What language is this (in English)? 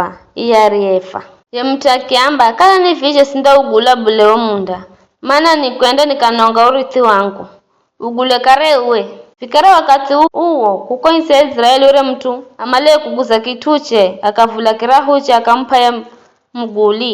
Giryama